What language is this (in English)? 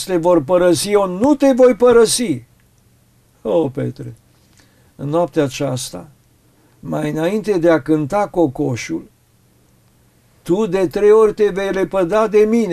Romanian